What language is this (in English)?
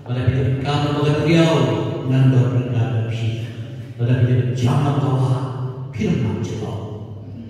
Khasi